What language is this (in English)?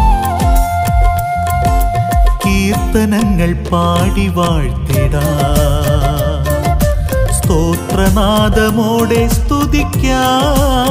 Malayalam